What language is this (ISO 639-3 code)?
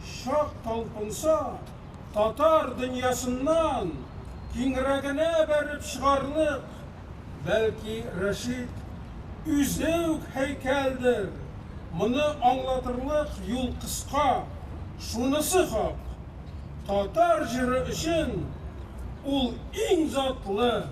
tat